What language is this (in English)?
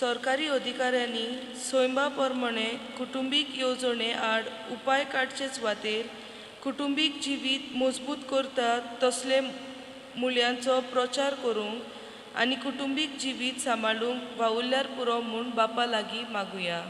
Konkani